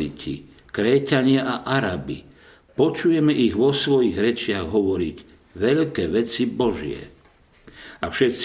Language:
Slovak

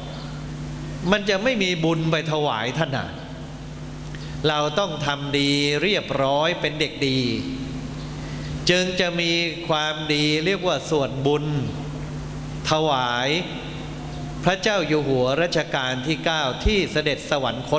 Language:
Thai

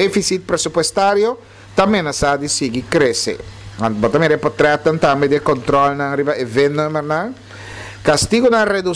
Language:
Papiamento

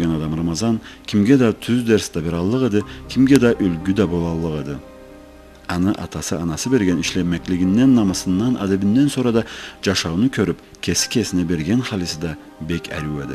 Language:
Karachay-Balkar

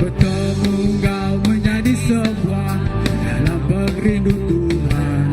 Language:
Iban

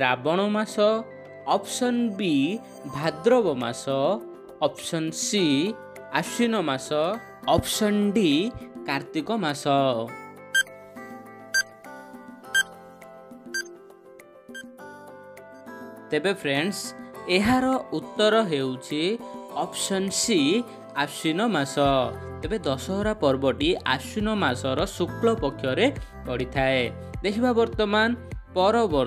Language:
Odia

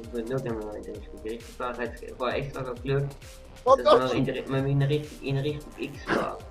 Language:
Swiss German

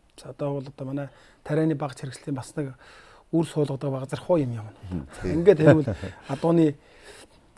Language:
Mongolian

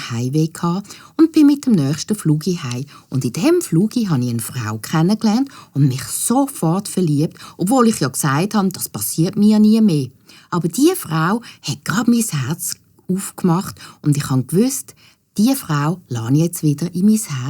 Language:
Swiss German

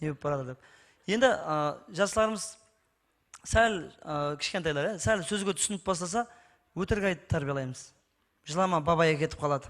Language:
Kara-Kalpak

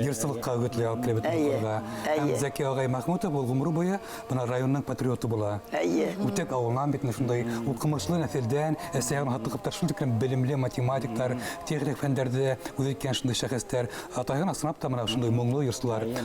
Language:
Bashkir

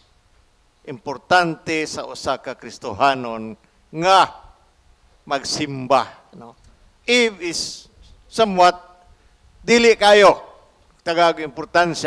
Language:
Cebuano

